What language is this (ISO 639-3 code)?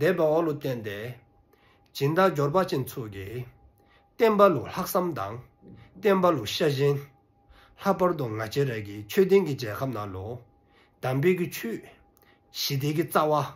dzo